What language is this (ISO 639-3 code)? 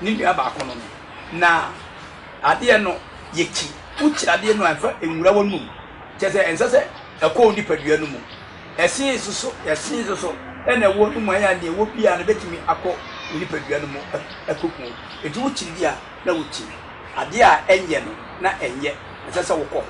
aka